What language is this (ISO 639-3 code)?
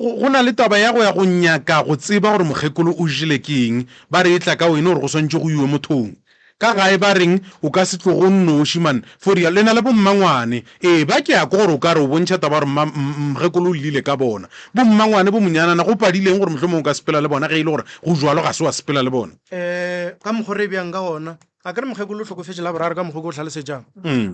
nso